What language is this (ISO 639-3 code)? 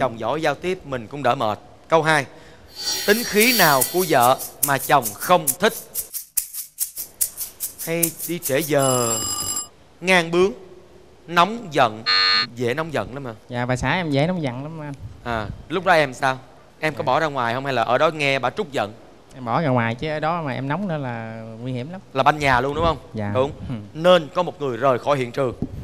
vie